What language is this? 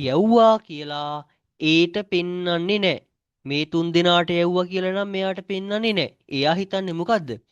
Sinhala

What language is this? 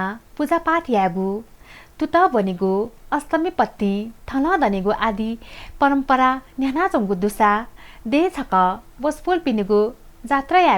Newari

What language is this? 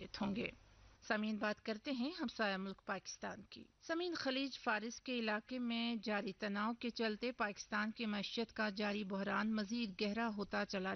Urdu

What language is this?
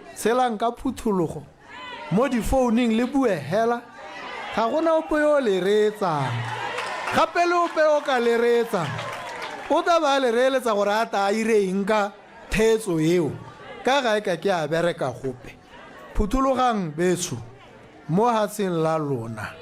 Tswana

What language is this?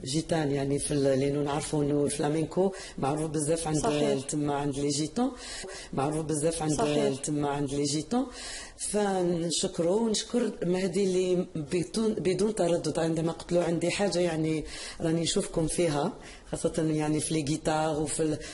Algerian Arabic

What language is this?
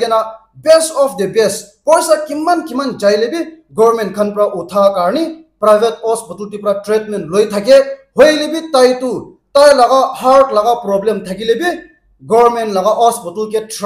Naga Pidgin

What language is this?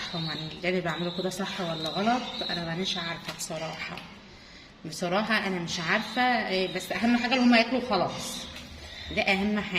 Egyptian Arabic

